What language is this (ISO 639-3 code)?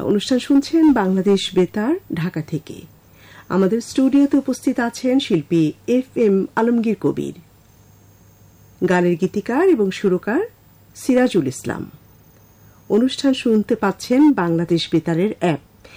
ben